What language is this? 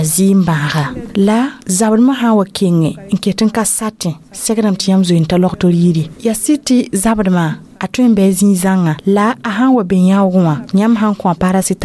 Mossi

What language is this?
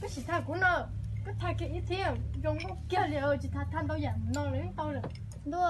Hmong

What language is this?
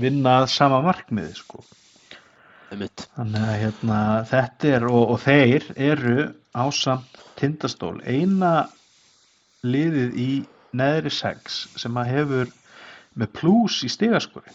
Icelandic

